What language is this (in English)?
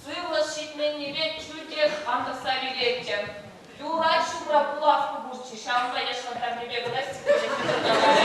Chuvash